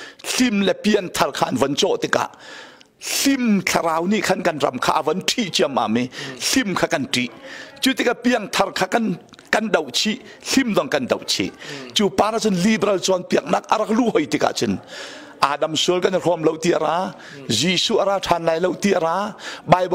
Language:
Hakha Chin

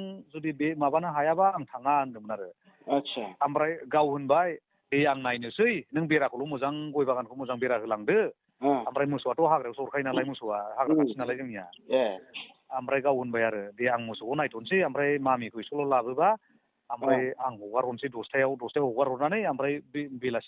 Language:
Bodo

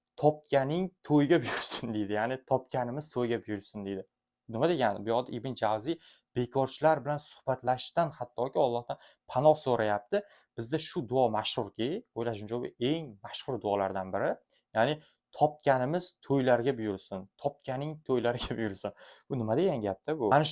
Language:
Uzbek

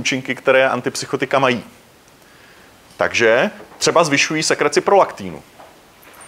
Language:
Czech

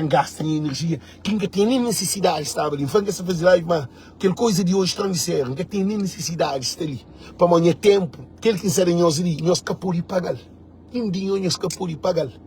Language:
Kabuverdianu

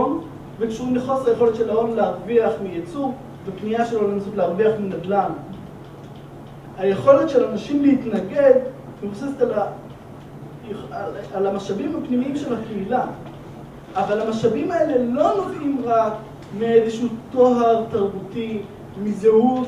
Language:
Hebrew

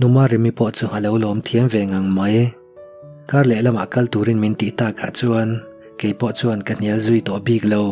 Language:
Mizo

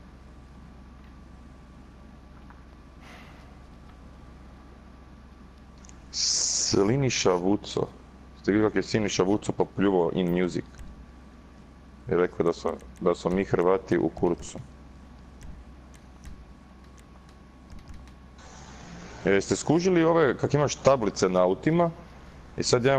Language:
Croatian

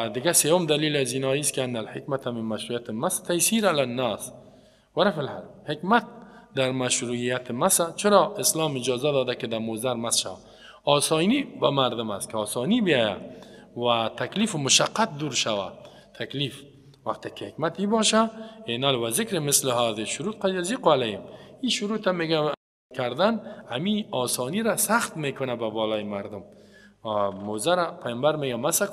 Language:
Persian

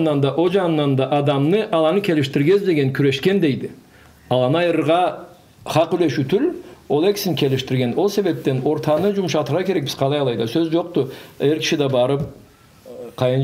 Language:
Karachay-Balkar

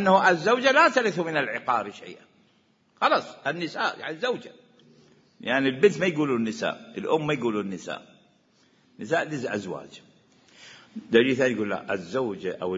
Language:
Mesopotamian Arabic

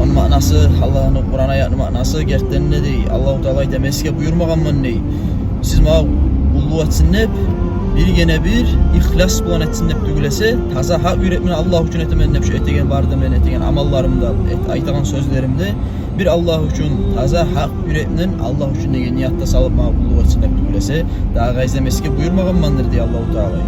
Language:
Kumyk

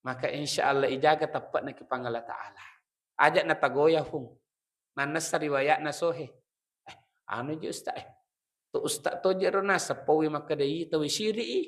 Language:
Buginese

